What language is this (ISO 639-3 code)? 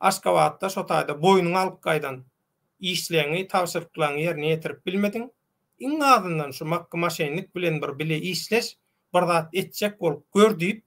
tuk